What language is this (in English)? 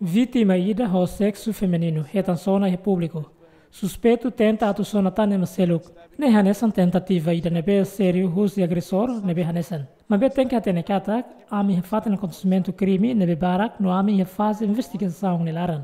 Tetum